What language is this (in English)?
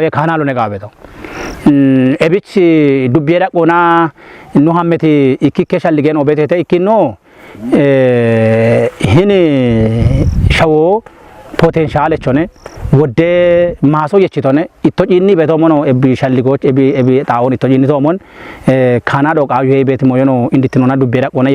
Kafa